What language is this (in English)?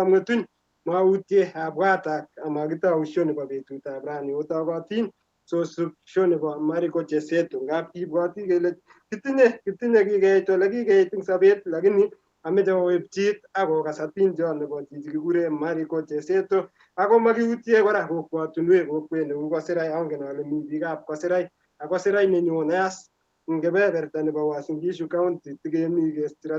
Kalenjin